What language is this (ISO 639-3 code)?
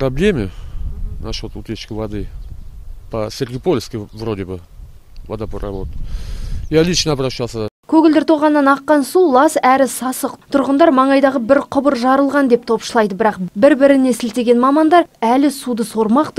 kaz